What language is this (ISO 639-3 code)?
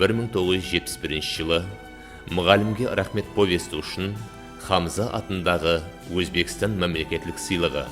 kaa